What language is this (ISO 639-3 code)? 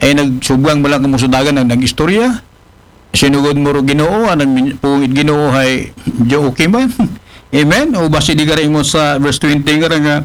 akl